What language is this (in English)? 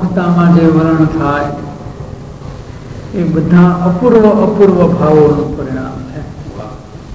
Gujarati